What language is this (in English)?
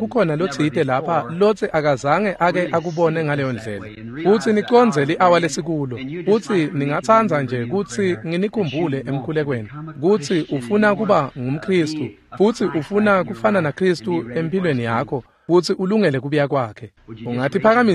Swati